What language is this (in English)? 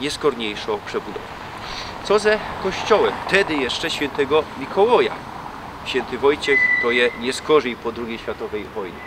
Silesian